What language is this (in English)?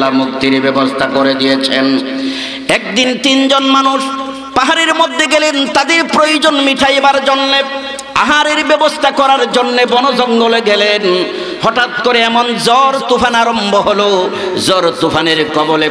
Bangla